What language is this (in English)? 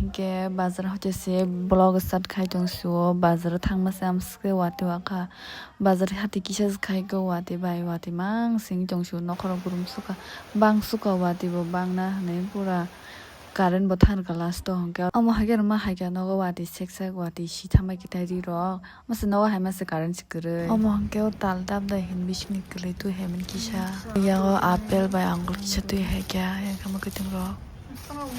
Kok Borok